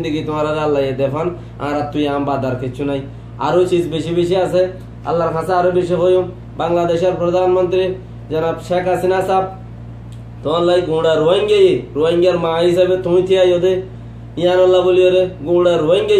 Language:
Rohingya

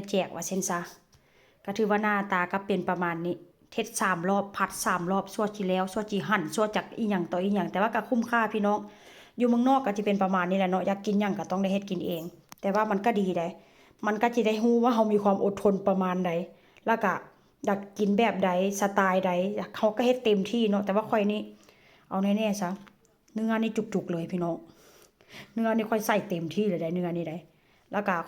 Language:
Northeastern Thai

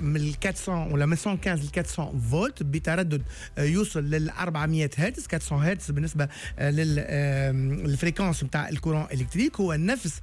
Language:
Tunisian Arabic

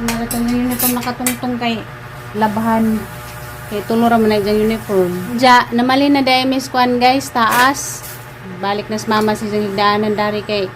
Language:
Cebuano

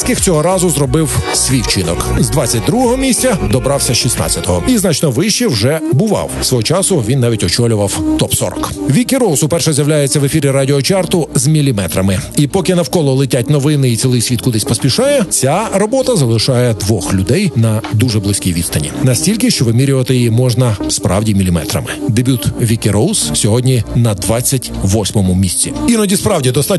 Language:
Ukrainian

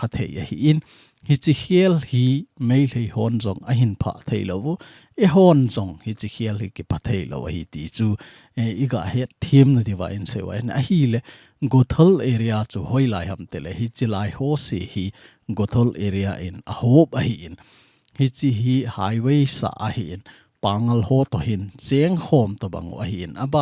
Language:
Thado Chin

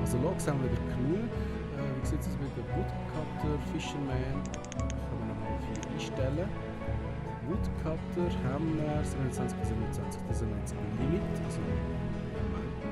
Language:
Swiss German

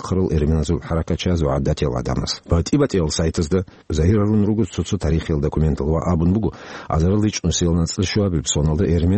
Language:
Avaric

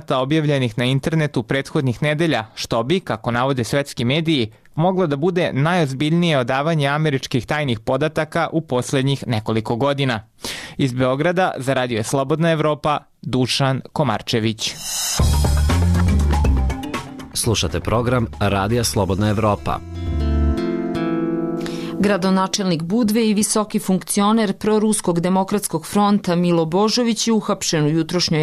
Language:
Serbian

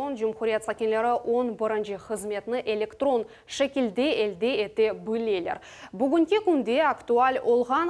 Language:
Crimean Tatar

